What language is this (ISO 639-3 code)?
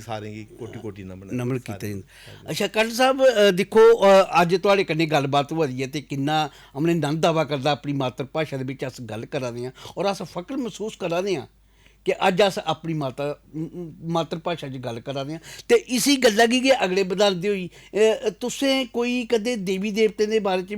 doi